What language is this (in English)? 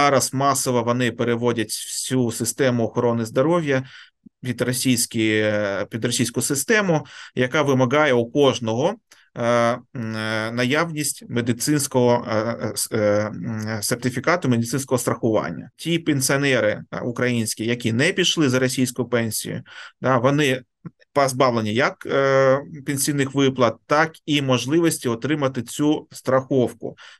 Ukrainian